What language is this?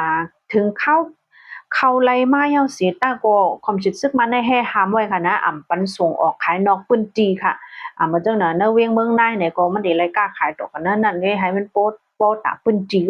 Shan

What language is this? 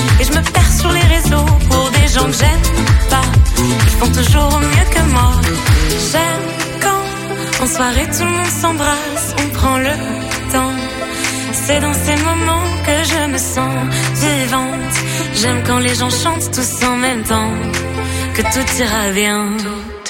French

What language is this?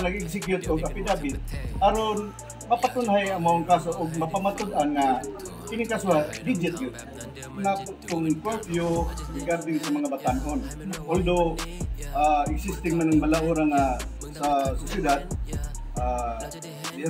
Cebuano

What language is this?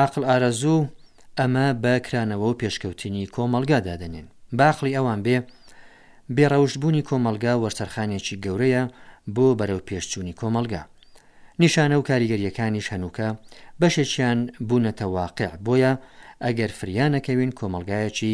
Central Kurdish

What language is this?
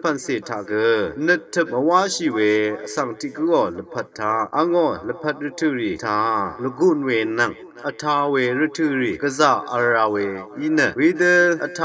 Rawang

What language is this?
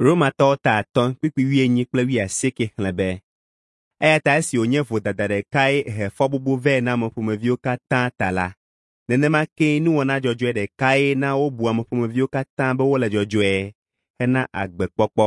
Ewe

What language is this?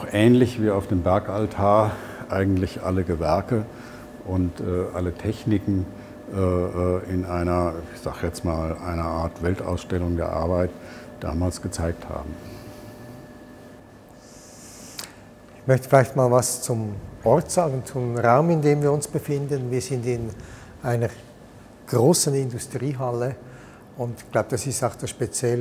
German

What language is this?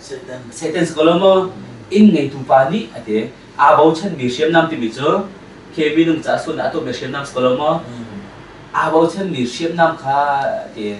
Hakha Chin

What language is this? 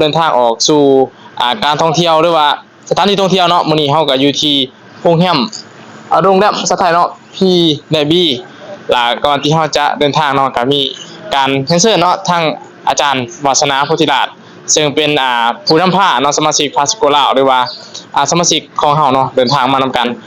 Lao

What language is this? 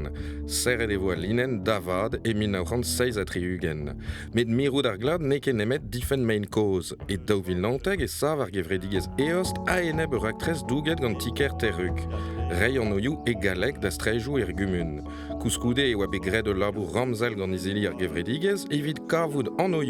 Breton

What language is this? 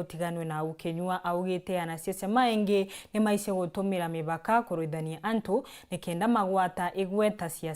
Meru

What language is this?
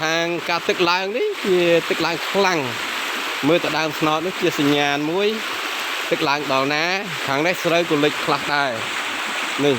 Khmer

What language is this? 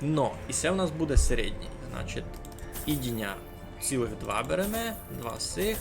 Rusyn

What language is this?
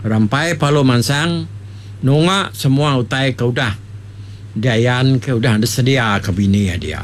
Iban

